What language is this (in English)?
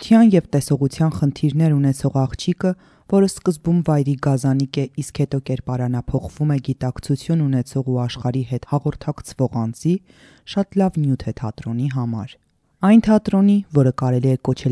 Armenian